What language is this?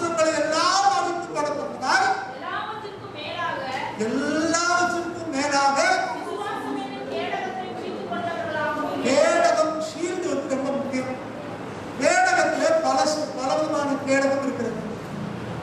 Tamil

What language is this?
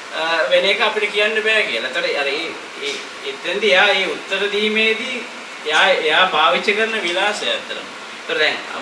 Sinhala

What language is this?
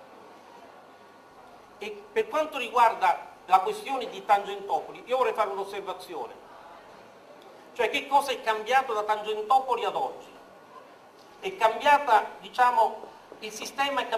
Italian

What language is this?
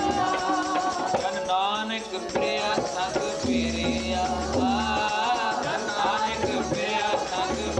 Punjabi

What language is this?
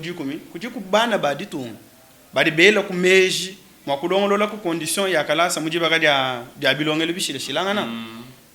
Luba-Lulua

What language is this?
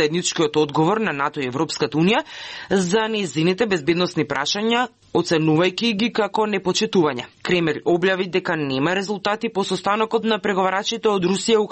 Macedonian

